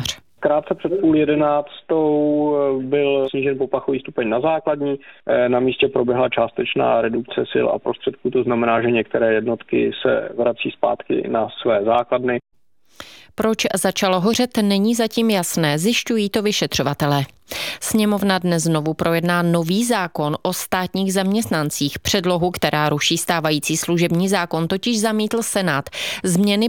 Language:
Czech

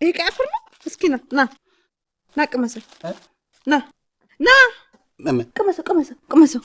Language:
Amharic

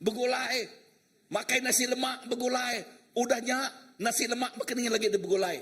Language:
Iban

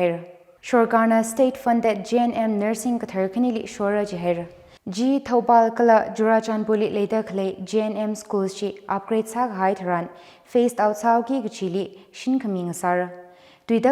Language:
Tangkhul Naga (India)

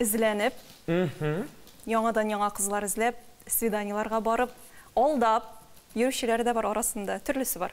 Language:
Tatar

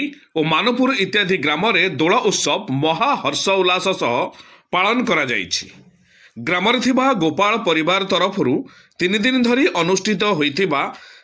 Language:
Odia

